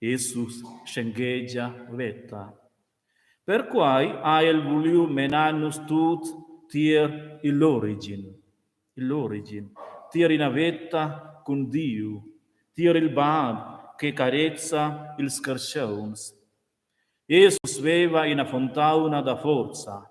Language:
Romansh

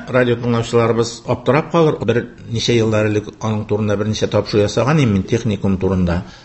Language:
Tatar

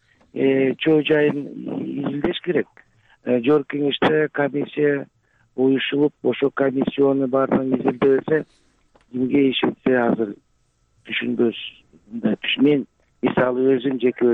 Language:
Kyrgyz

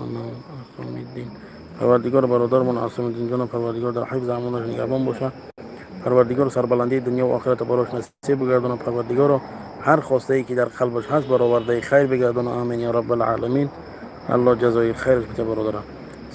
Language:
Tajik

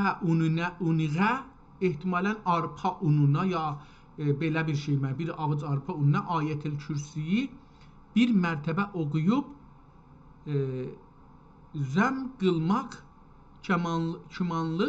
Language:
South Azerbaijani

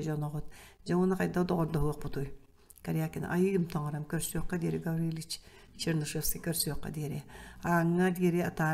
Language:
Yakut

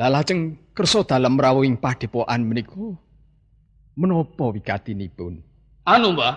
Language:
Javanese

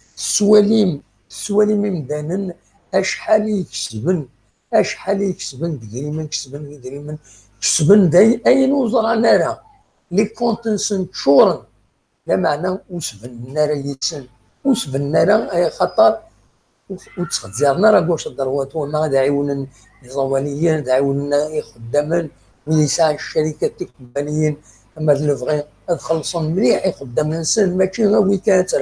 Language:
Kabyle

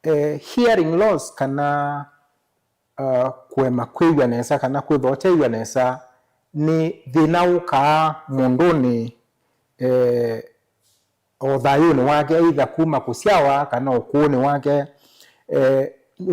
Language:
Kamba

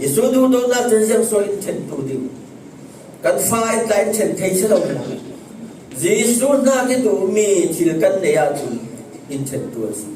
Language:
Falam Chin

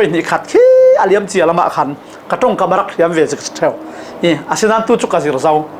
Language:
Falam Chin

